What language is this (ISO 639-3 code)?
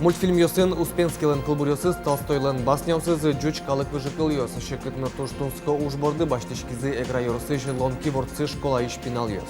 udm